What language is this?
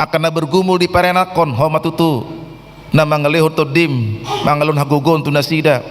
Batak Toba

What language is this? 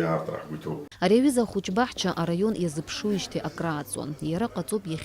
Abkhazian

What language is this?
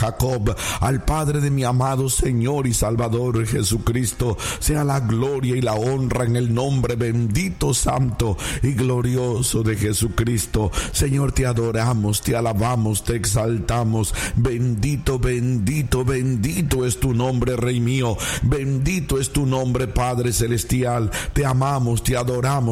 Spanish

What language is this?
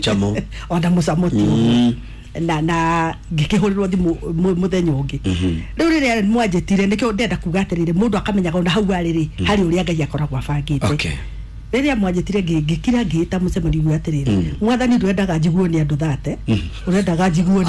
Kikuyu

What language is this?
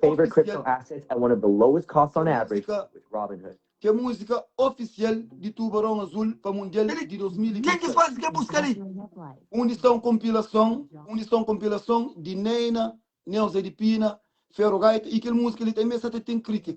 Kabuverdianu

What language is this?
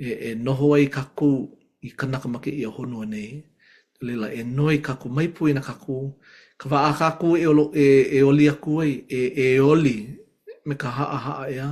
Hawaiian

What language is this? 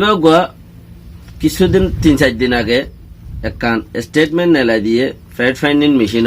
Rohingya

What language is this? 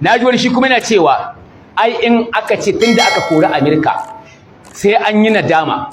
Hausa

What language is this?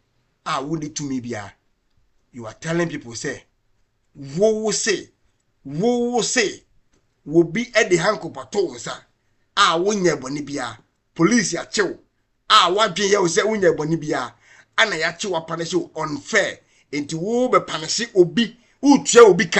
Akan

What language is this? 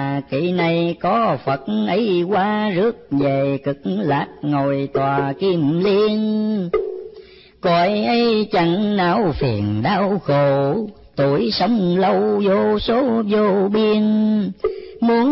Vietnamese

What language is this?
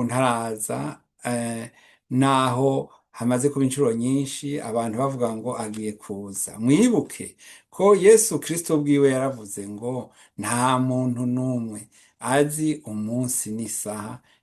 Rundi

